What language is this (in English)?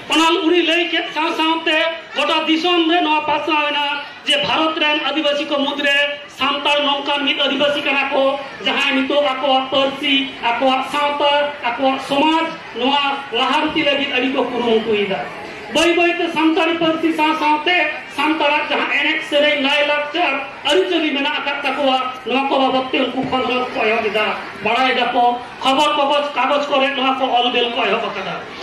Santali